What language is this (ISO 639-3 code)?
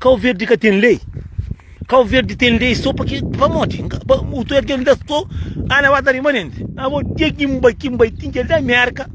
kea